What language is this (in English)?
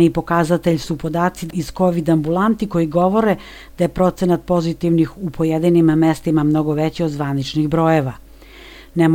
Serbian